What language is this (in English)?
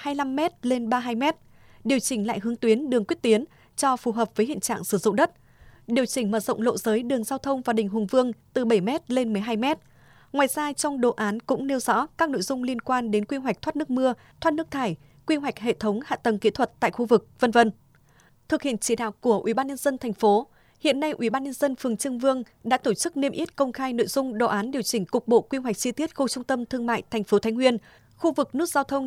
Vietnamese